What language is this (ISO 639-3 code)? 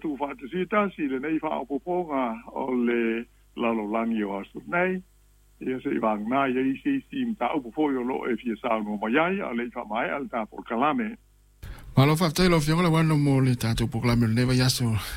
smo